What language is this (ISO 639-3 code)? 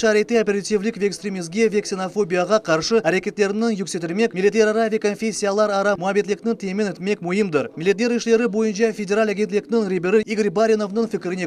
crh